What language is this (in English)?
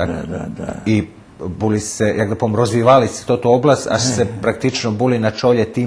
Rusyn